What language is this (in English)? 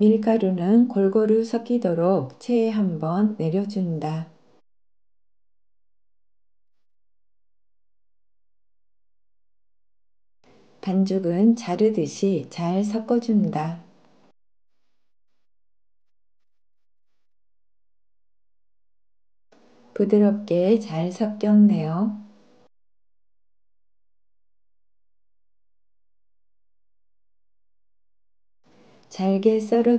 Korean